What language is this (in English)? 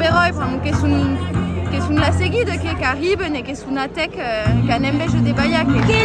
Occitan